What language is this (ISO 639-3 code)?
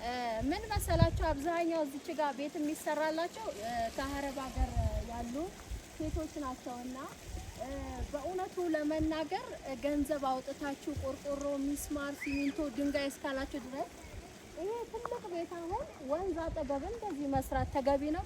amh